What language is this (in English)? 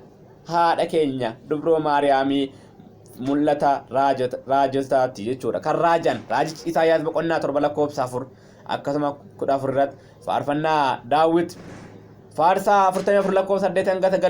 Oromo